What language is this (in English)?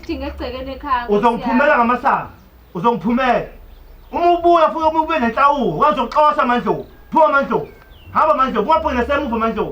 Zulu